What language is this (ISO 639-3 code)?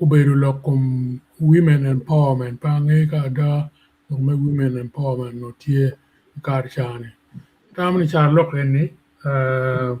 ach